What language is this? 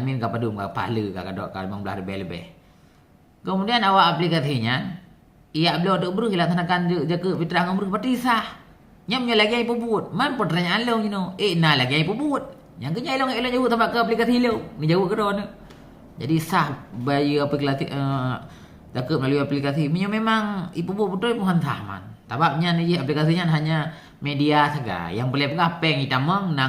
Achinese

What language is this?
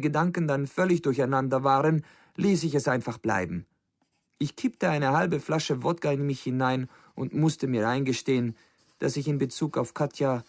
Bavarian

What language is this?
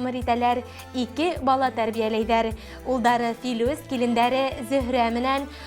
Bashkir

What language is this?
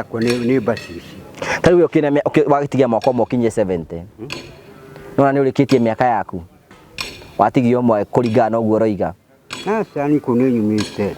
Kikuyu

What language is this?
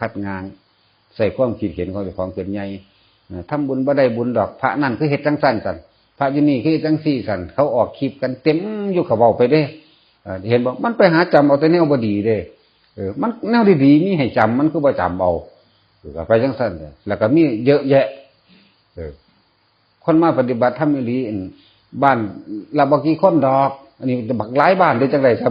Northeastern Thai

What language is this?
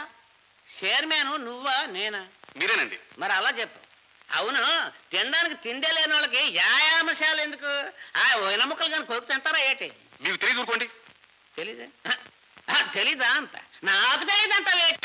Telugu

